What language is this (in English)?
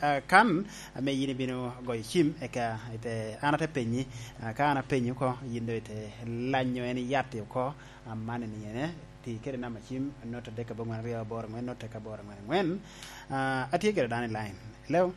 Lango (Uganda)